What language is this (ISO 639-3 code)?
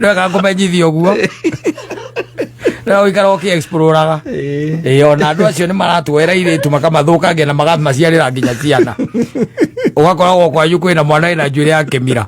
kik